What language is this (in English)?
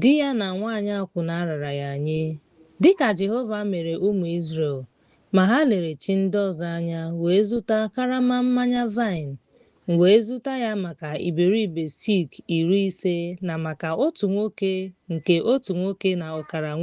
Igbo